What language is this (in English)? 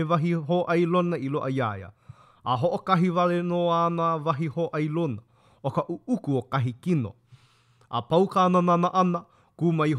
Hawaiian